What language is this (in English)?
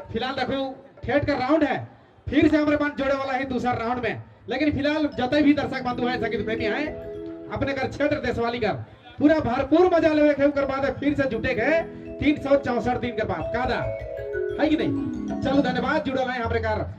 Sadri